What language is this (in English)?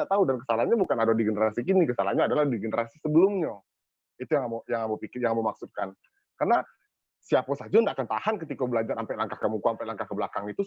Minangkabau